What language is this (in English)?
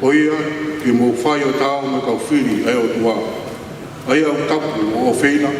Tongan